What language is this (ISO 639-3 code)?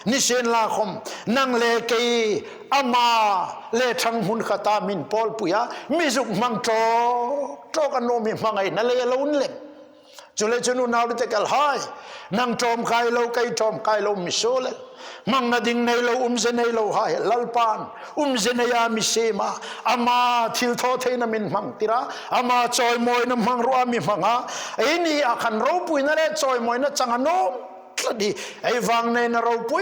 hmr